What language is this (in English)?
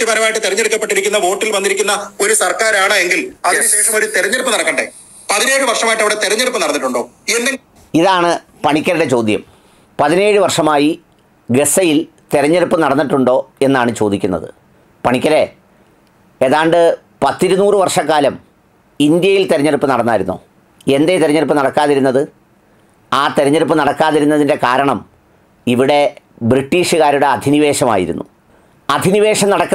Malayalam